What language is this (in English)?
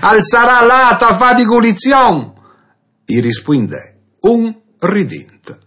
Friulian